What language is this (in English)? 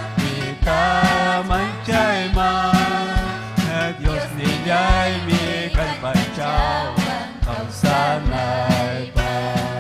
Ayacucho Quechua